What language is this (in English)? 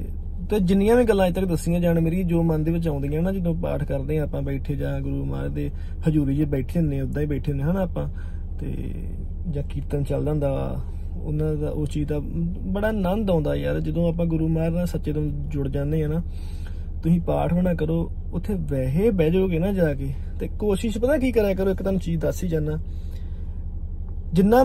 Punjabi